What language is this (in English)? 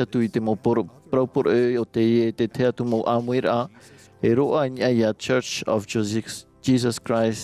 Tahitian